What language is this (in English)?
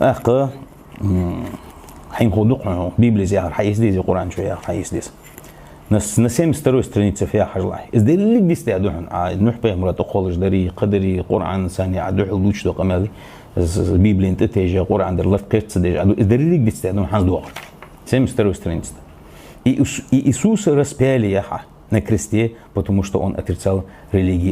Ingush